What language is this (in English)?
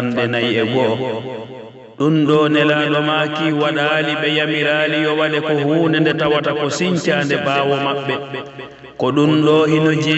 Pular